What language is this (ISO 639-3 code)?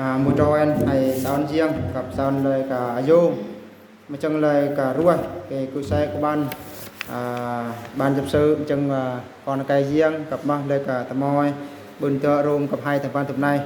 bru